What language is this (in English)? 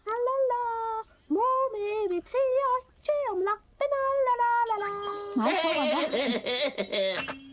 Faroese